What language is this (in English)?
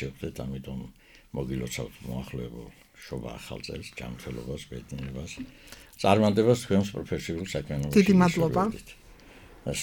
Georgian